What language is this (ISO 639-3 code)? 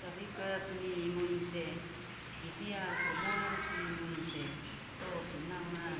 ami